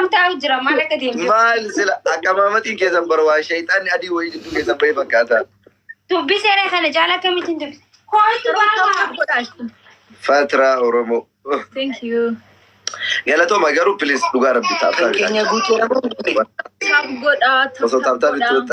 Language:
Oromo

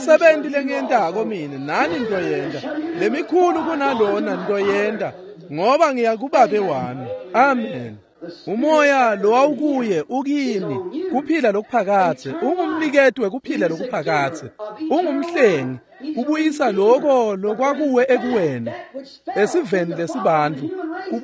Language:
Swati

